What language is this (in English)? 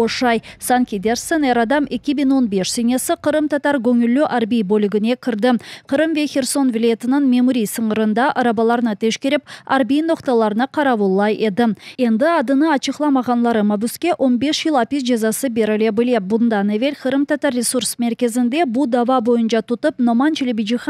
Crimean Tatar